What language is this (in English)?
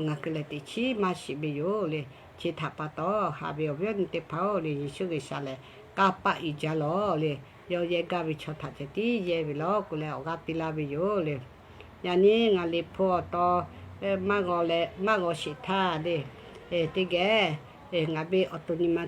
Lahu